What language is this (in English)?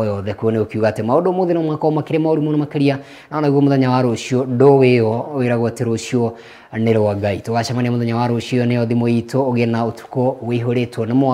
Kikuyu